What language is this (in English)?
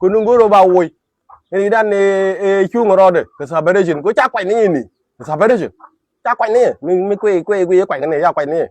Nuer